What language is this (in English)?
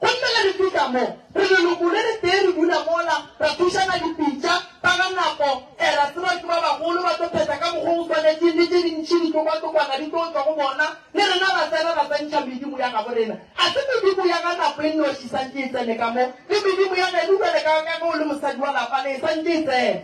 Northern Sotho